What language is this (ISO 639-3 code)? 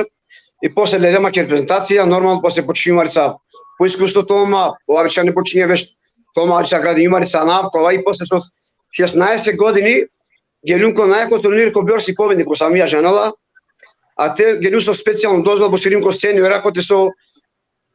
rmn